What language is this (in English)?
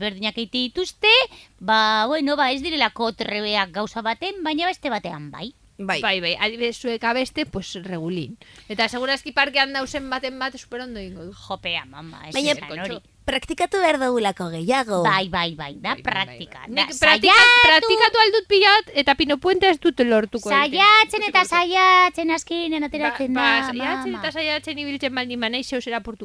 Basque